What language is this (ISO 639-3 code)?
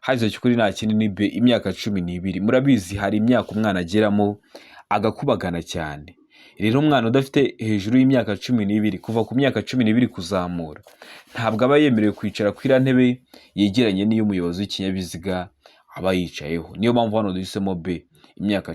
kin